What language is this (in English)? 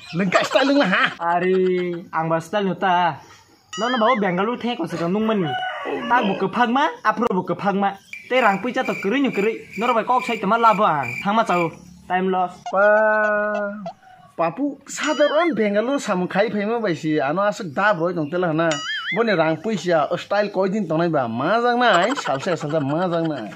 Kok Borok